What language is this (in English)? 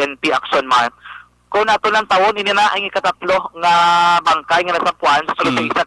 Hiligaynon